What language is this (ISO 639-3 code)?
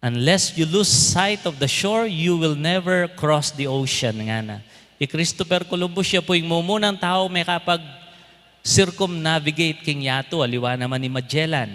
pam